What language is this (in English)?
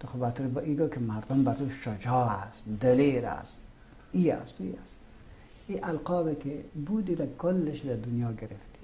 Persian